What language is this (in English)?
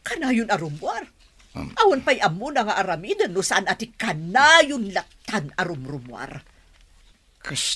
Iloko